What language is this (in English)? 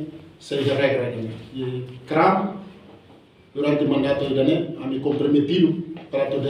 Tetum